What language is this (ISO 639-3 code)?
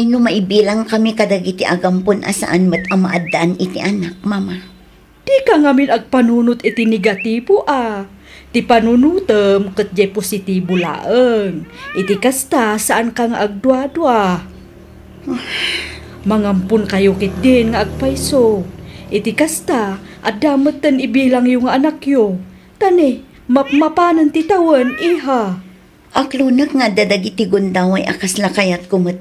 ilo